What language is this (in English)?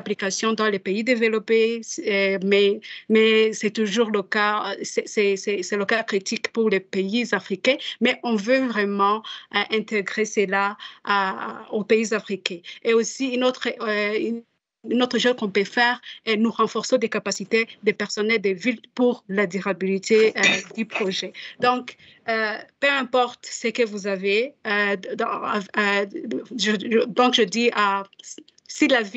French